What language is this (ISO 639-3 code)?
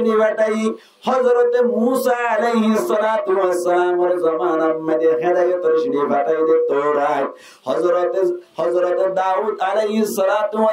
rhg